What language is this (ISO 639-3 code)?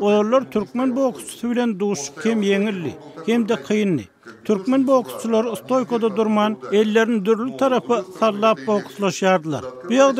tuk